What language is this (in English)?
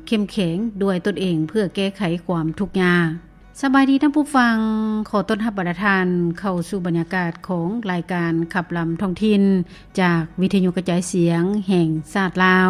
Lao